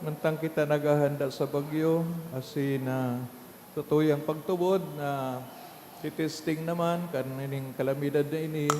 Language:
Bikol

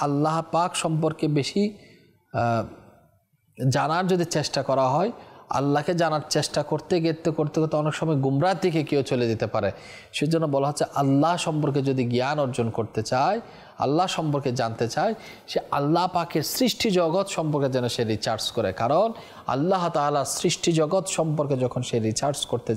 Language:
Bangla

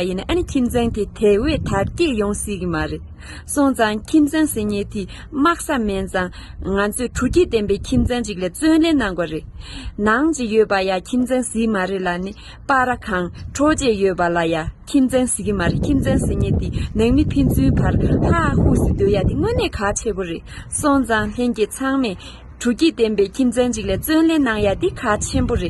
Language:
Tibetan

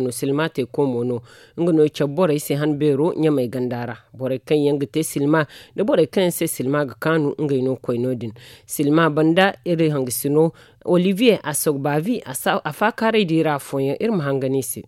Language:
Zarma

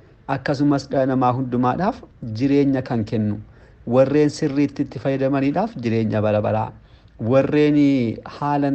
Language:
Oromo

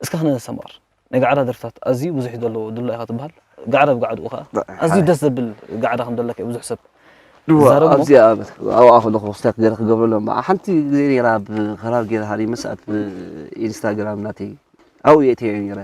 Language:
Tigrinya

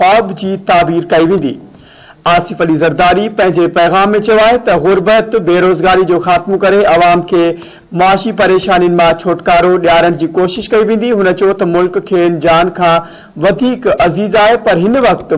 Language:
Sindhi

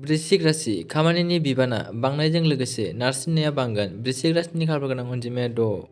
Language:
Bodo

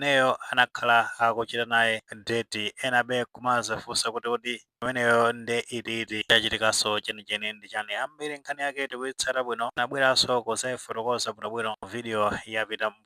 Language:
Nyanja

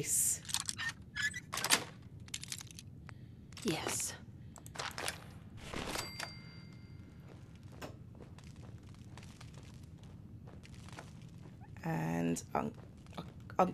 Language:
English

